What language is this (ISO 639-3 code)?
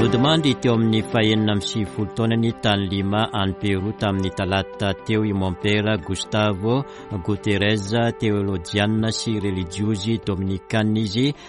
mlg